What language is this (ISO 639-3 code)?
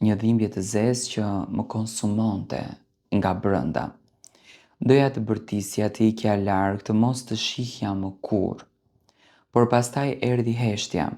sqi